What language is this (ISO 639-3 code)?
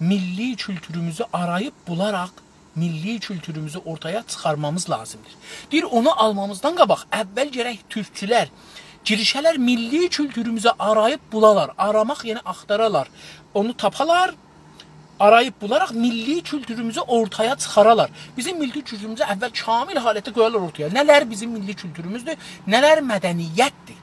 azb